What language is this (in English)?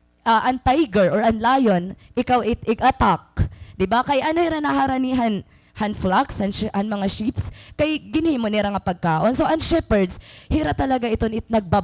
Waray